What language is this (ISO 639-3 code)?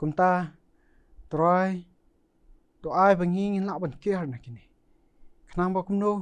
kha